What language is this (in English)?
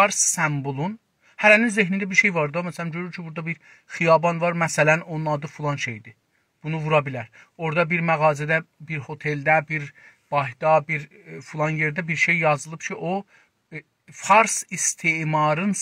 South Azerbaijani